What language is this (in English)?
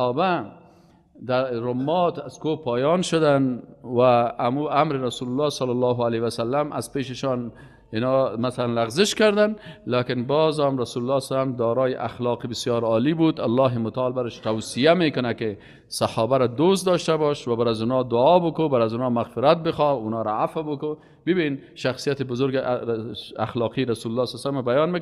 Persian